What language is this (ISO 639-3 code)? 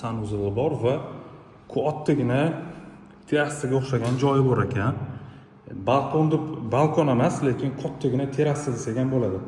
uzb